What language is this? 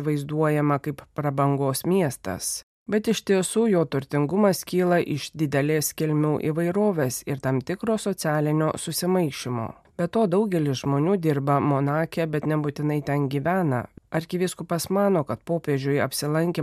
Lithuanian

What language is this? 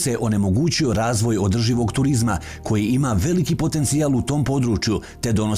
Bosnian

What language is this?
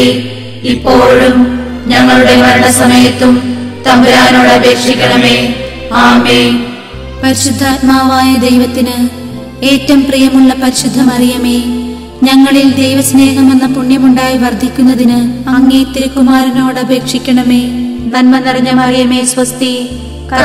Malayalam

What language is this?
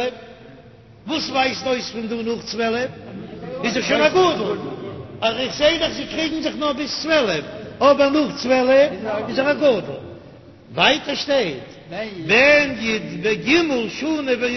Yiddish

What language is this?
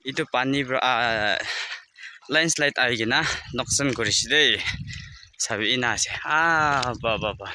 Naga Pidgin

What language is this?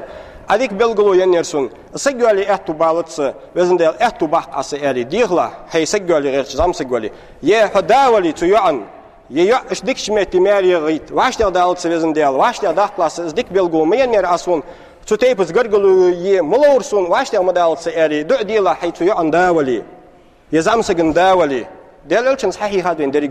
Ingush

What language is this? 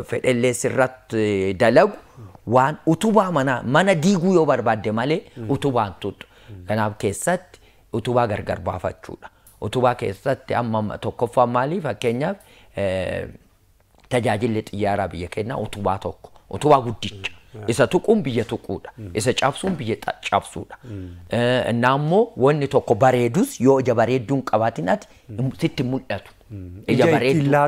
Oromo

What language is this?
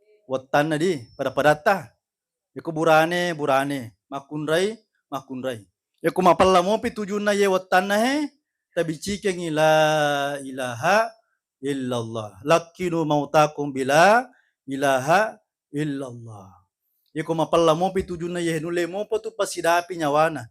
Buginese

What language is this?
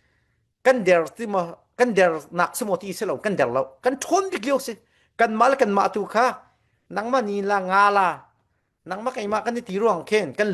Falam Chin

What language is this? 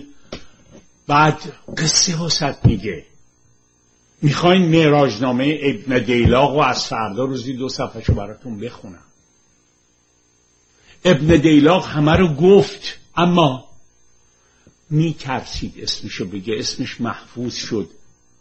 Persian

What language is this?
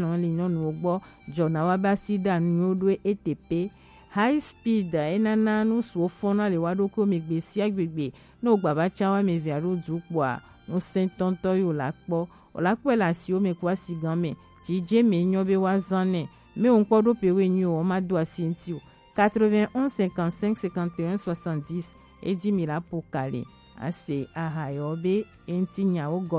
Gen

